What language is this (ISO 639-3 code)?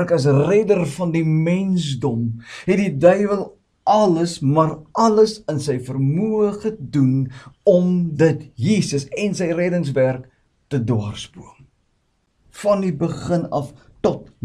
afr